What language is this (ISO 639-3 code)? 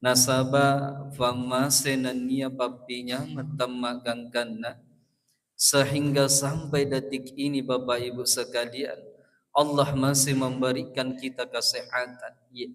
bug